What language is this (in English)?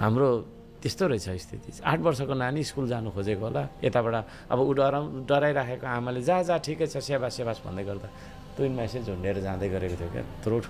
Nepali